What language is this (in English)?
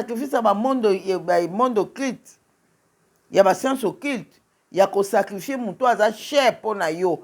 Lingala